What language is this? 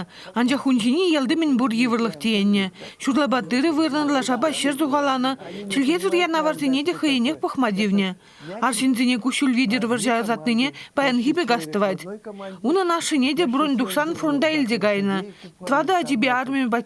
Chuvash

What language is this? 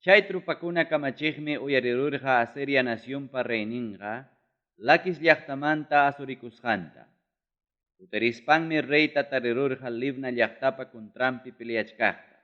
Ayacucho Quechua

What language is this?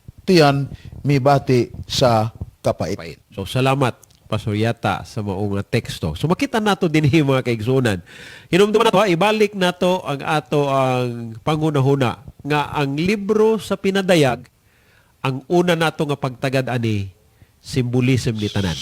Cebuano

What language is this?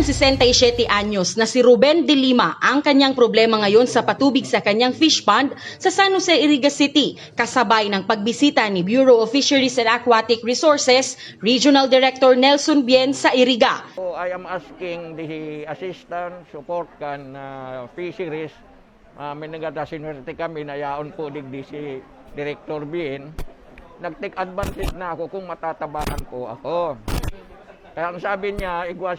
Bikol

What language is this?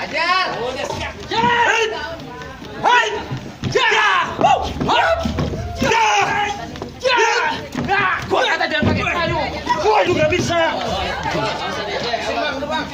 Betawi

